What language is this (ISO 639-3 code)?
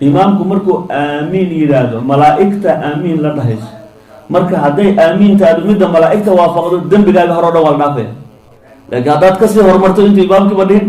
som